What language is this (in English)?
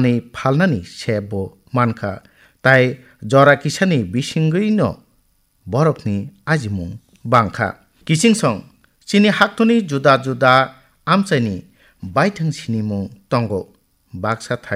Kok Borok